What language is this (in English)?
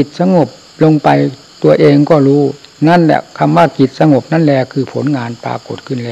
Thai